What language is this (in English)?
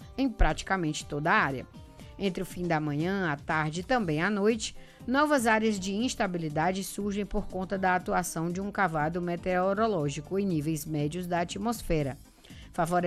Portuguese